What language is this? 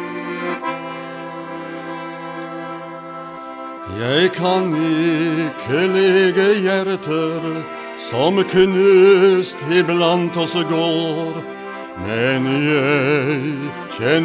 Norwegian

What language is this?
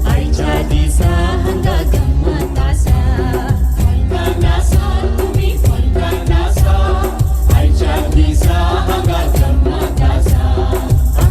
Konkani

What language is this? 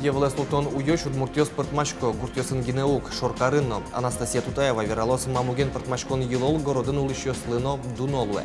Udmurt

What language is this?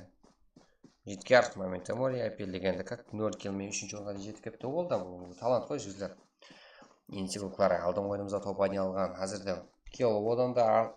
Kara-Kalpak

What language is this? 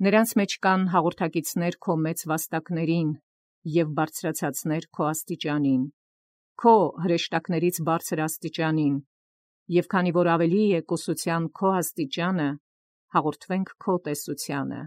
Armenian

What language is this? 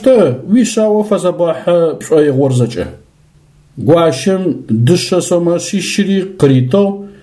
Adyghe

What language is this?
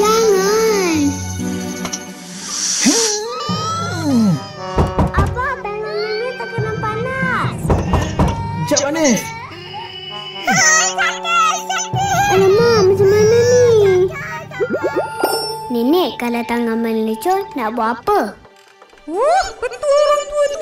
Malay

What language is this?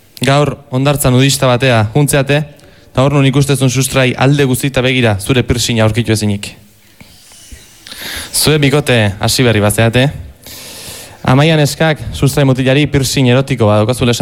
Basque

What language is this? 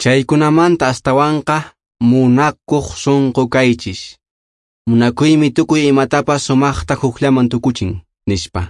Quechua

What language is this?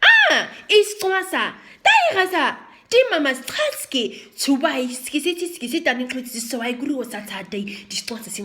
Nama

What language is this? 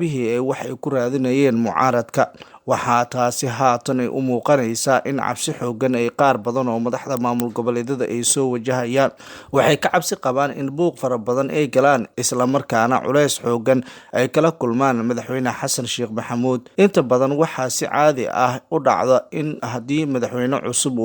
Somali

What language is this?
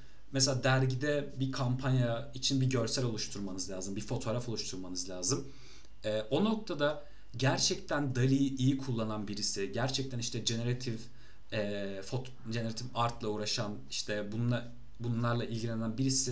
Turkish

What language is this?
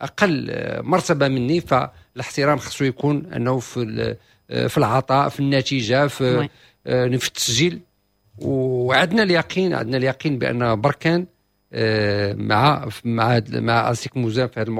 Moroccan Arabic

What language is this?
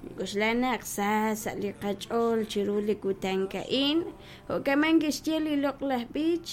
Kekchí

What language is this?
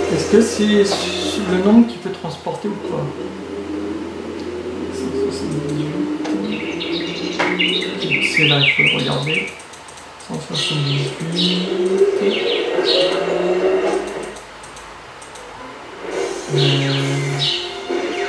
French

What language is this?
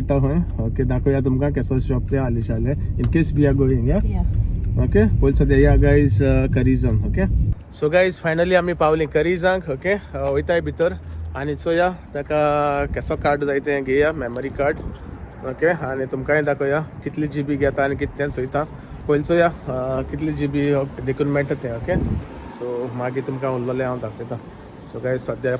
Konkani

